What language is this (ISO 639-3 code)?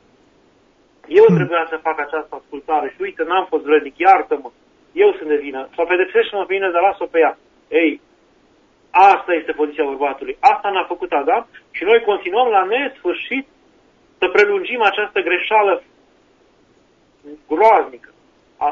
ron